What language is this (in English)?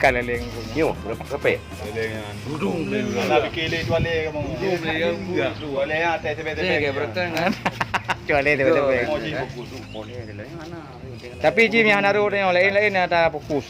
Achinese